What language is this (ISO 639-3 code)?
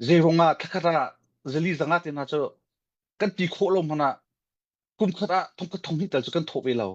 cnh